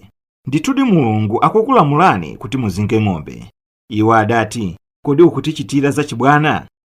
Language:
Nyanja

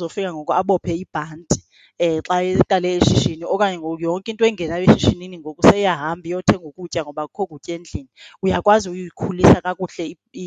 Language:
Xhosa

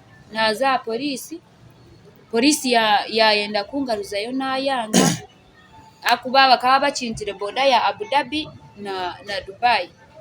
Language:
Nyankole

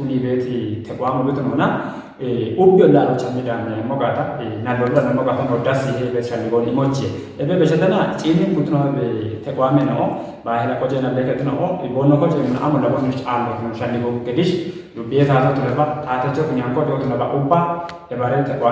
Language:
Kafa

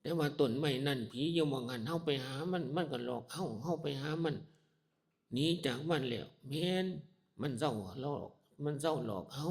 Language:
Northeastern Thai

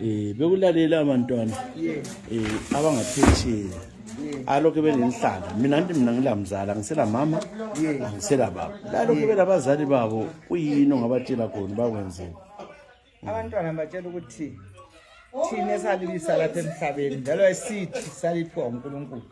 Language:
North Ndebele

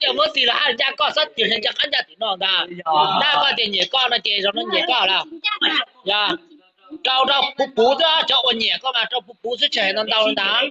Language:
Hmong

